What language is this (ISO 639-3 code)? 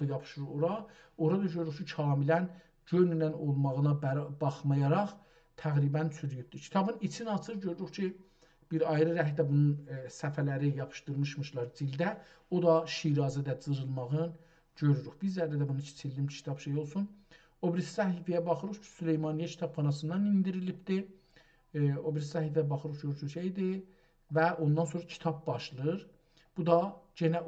azb